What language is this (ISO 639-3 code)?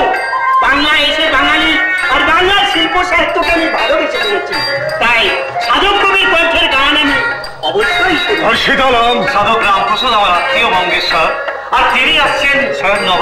ben